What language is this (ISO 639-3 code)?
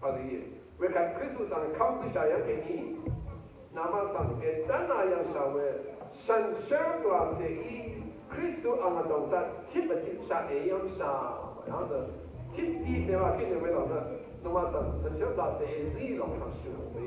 raw